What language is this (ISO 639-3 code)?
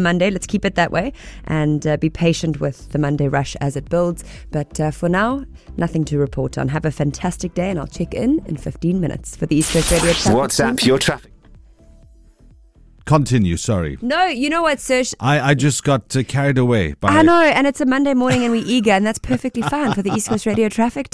eng